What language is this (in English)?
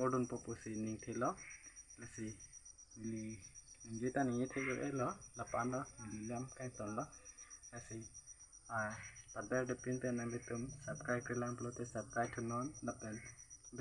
Karbi